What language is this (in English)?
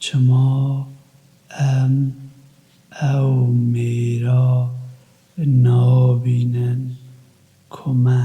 Kurdish